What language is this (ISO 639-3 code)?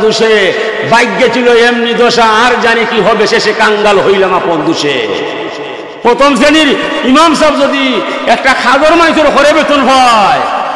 syl